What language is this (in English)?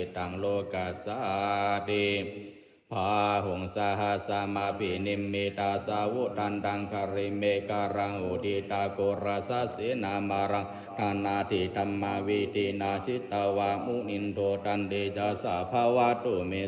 Pali